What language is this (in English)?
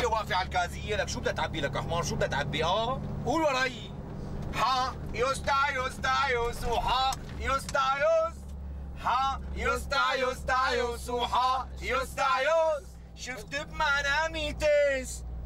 North Levantine Arabic